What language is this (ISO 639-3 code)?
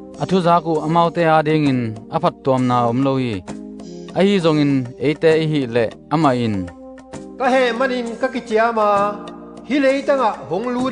ctd